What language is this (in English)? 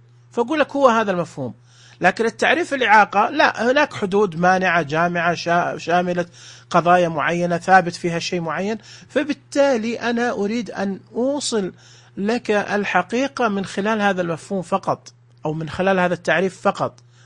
Najdi Arabic